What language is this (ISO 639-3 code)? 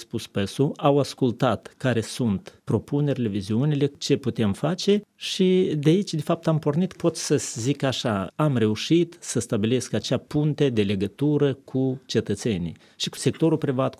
ron